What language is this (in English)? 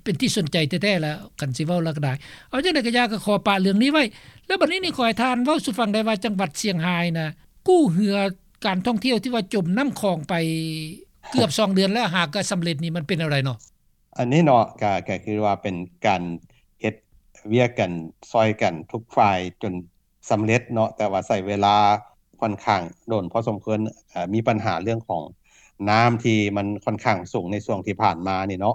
Lao